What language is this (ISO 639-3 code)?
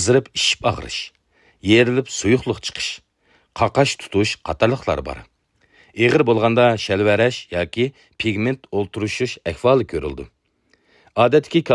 uig